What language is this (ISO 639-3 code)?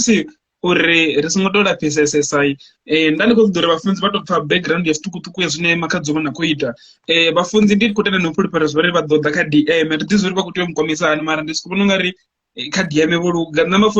ven